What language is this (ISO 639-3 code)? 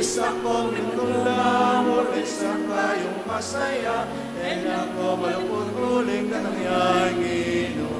pam